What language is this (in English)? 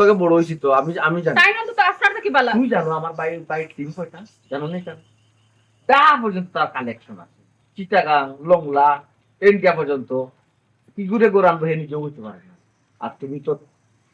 Sylheti